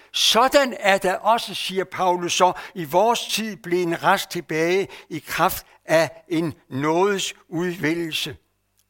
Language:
Danish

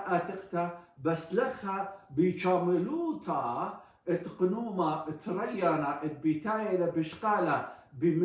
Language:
Assyrian Neo-Aramaic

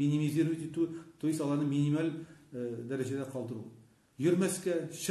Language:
Tatar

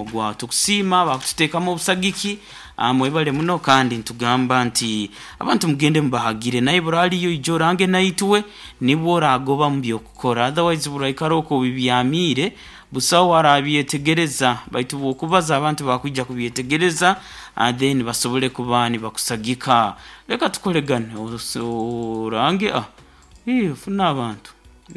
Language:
Nyoro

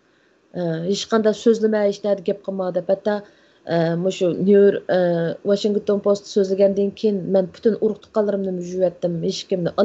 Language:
Uyghur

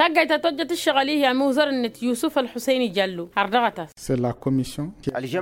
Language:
Tamasheq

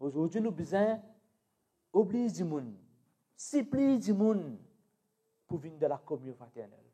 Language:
Morisyen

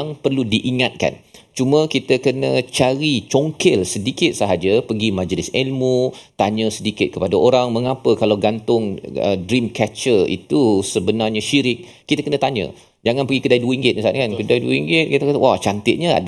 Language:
Malay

